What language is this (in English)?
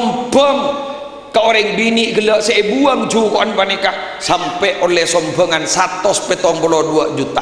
Madurese